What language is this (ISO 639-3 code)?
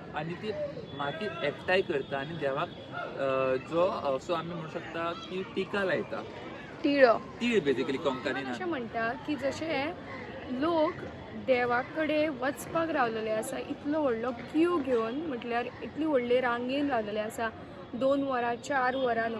kok